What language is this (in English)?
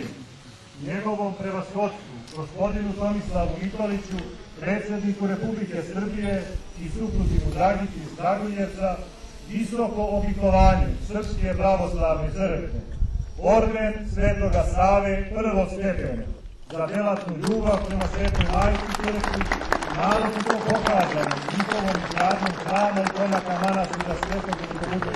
Serbian